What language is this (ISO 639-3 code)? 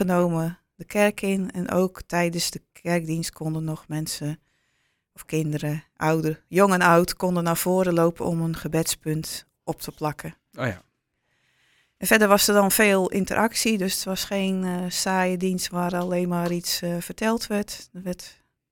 nld